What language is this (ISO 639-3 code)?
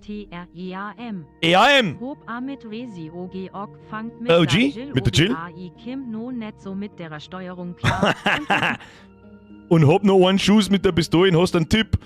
bar